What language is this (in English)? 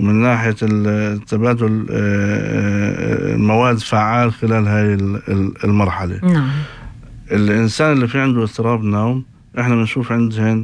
North Levantine Arabic